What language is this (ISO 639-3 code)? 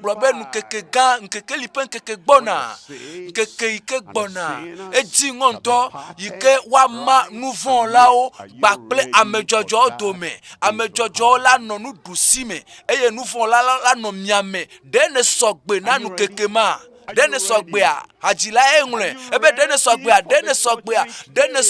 ewe